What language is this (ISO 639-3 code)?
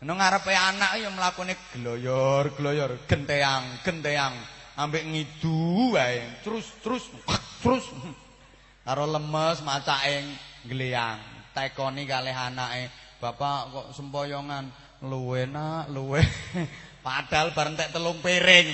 jav